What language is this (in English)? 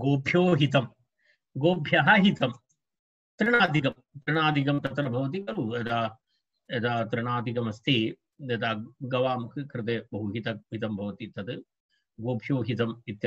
Sanskrit